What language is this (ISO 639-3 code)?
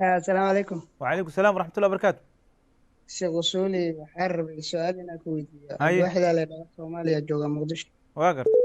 som